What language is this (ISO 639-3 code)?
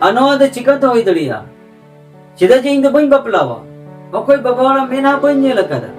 sat